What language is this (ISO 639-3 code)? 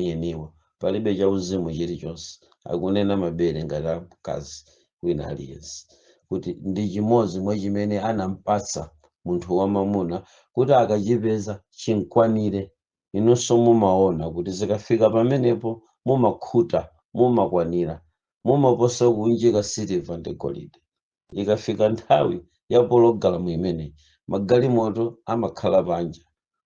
nya